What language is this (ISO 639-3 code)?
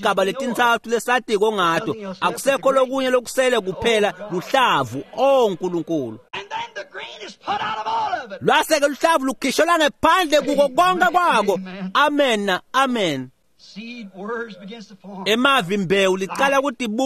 ssw